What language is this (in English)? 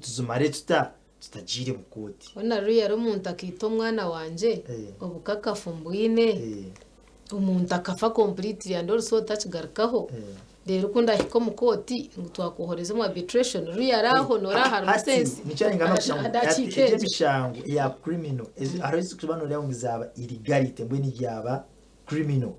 Nyankole